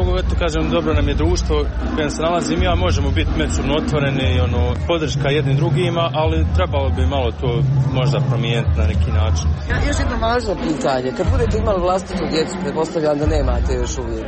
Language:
Croatian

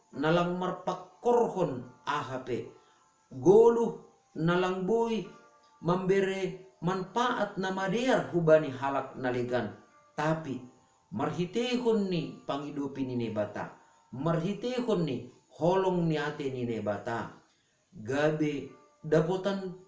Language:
Batak Simalungun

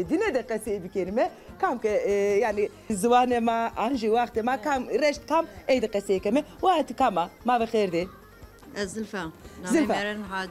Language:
Zaza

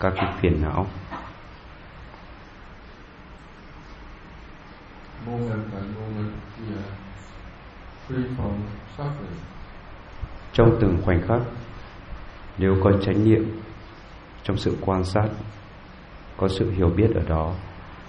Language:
Vietnamese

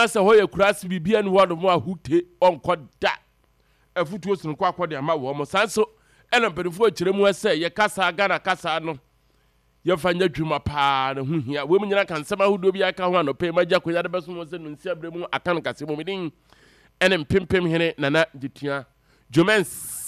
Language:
Akan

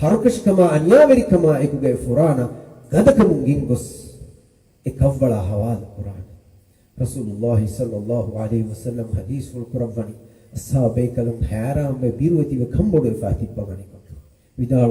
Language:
Divehi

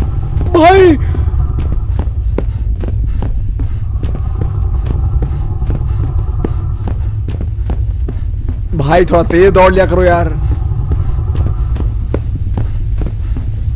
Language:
Hindi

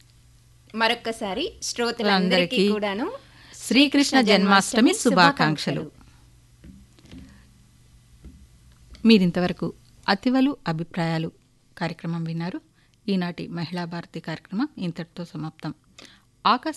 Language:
Telugu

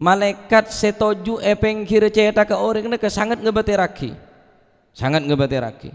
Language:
Madurese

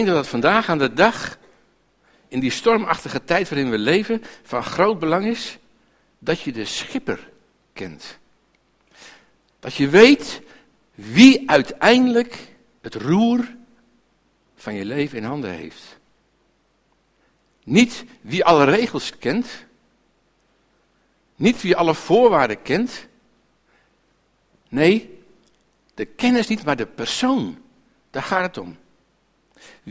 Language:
Dutch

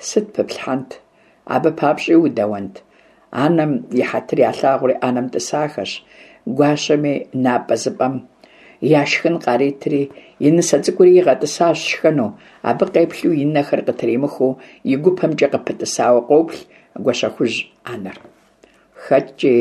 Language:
Kabardian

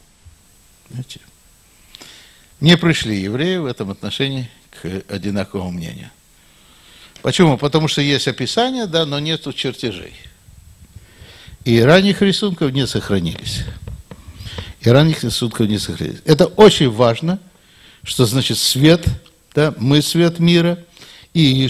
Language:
Russian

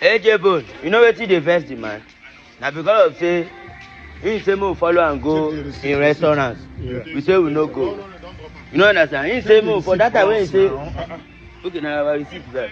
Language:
Nigerian Pidgin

